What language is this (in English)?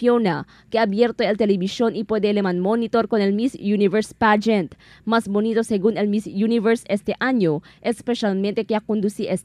Chavacano